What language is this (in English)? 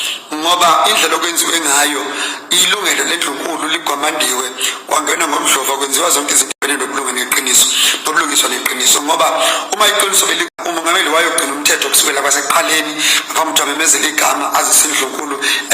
Zulu